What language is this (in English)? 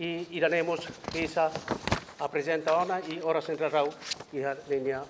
Tetum